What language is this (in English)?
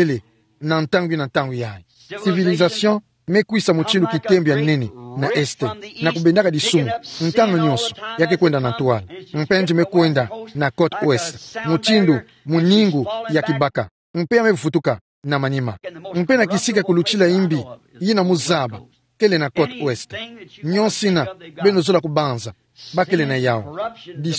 Kituba (Democratic Republic of Congo)